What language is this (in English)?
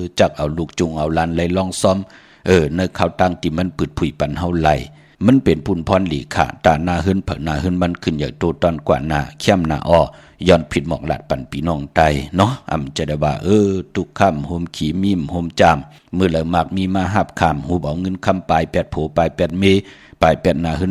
Shan